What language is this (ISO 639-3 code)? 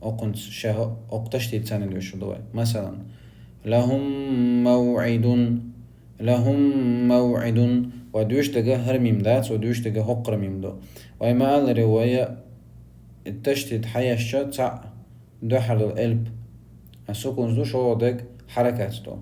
che